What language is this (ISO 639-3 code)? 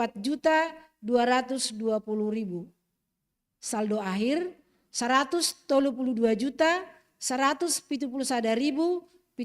bts